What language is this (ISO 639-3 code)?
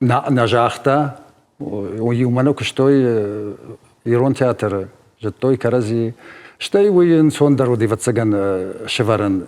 oss